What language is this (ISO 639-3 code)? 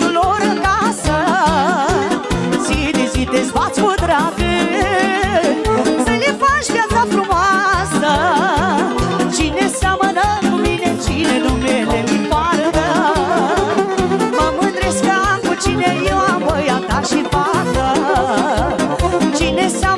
ron